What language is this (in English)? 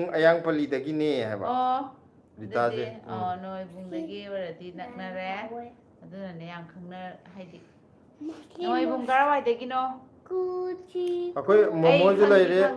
Manipuri